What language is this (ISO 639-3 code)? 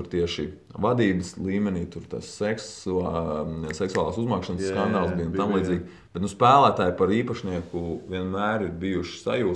lav